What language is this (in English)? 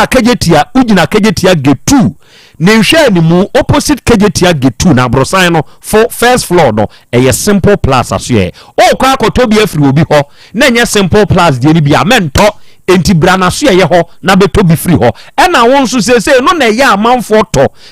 Akan